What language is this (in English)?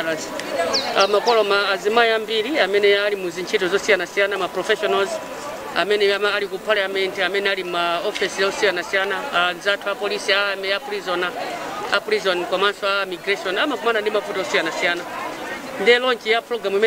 Nyanja